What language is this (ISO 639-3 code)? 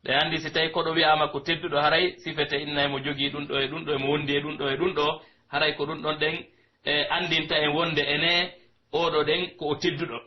fuf